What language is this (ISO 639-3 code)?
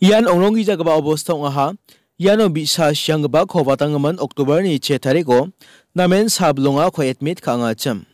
grt